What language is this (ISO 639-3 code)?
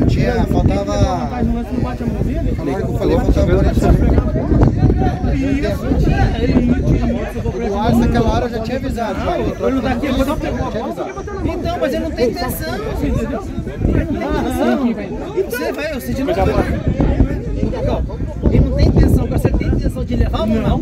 por